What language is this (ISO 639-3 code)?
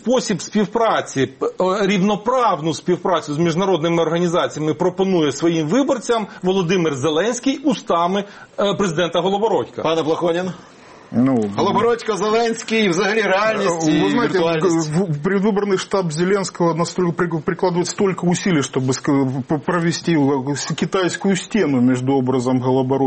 ukr